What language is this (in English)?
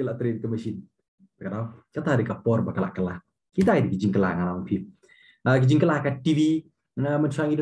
Khasi